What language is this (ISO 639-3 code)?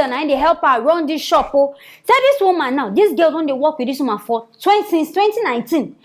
pcm